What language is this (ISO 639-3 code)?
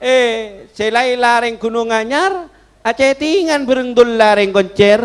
mad